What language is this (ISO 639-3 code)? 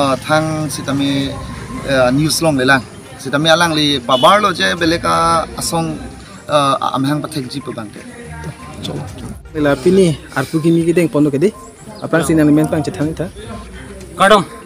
mjw